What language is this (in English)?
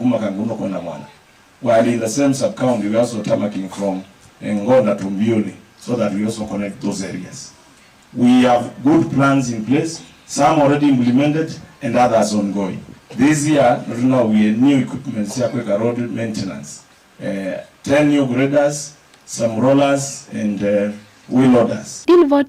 Kamba